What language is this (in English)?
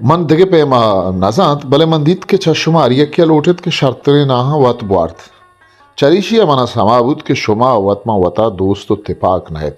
Baluchi